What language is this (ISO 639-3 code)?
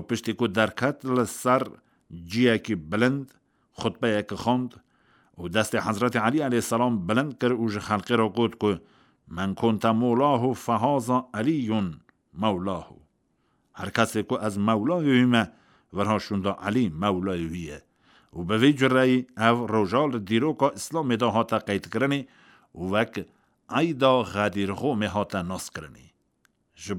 kur